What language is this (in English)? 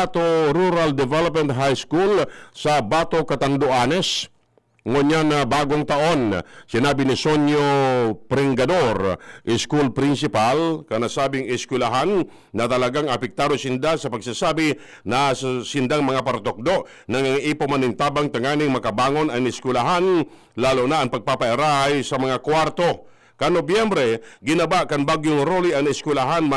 Bikol